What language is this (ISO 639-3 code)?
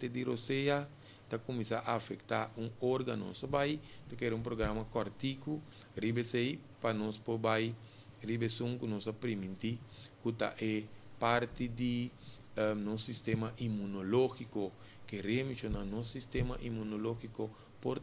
pap